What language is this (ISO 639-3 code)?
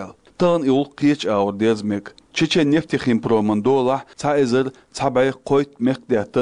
che